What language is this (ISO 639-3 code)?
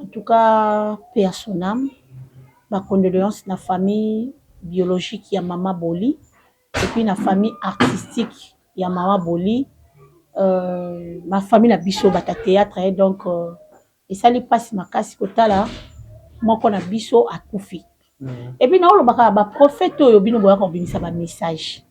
lin